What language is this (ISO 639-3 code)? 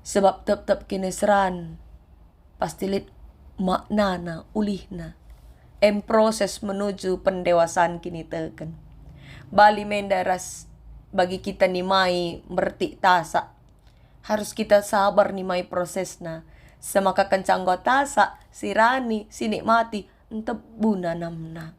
btx